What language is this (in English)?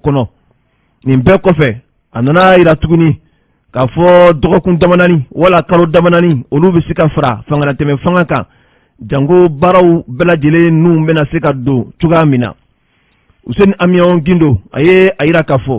Bambara